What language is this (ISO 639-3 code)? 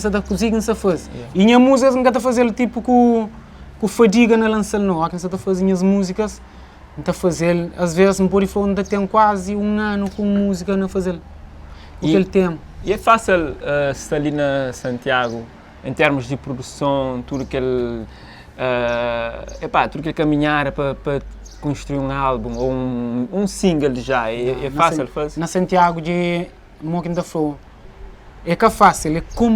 kea